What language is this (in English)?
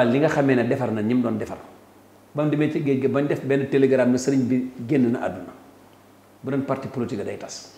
Wolof